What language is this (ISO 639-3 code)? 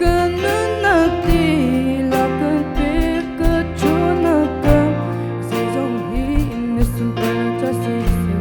cnh